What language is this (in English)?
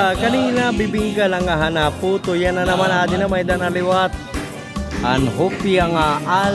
Waray